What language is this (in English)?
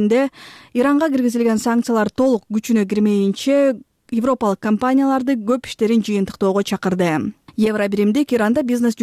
Kyrgyz